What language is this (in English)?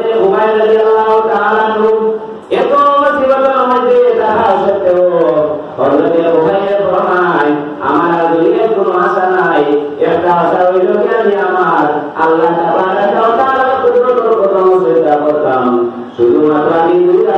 Sylheti